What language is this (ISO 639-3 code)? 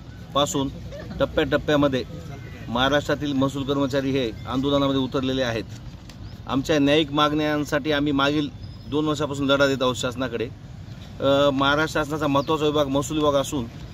mar